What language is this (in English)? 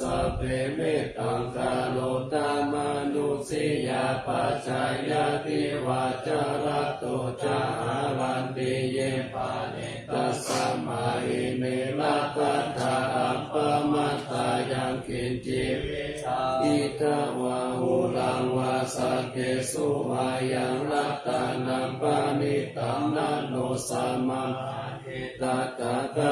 Pali